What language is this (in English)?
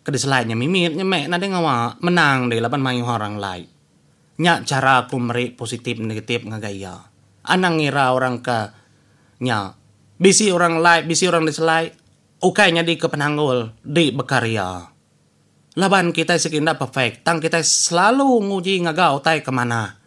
Iban